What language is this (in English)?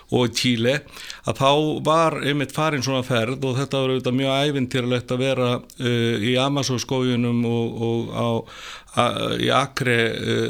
Icelandic